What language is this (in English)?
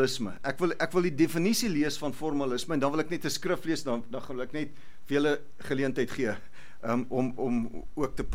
Afrikaans